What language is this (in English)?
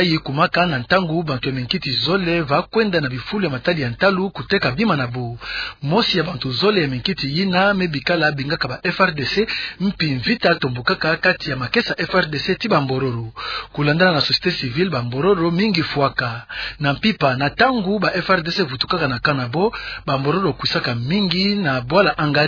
Kituba (Democratic Republic of Congo)